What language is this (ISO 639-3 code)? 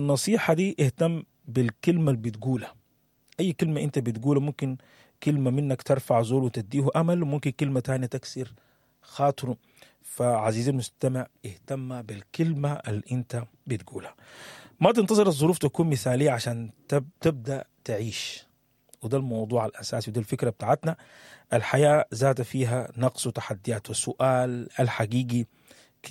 apd